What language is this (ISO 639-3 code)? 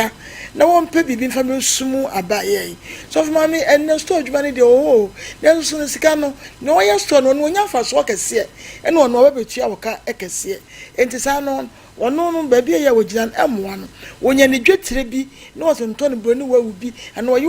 aka